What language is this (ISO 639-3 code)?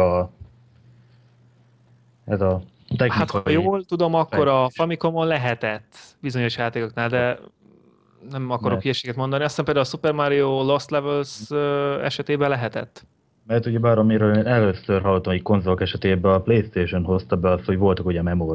hun